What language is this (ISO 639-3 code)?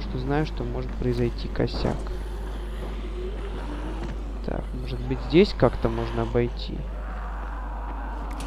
rus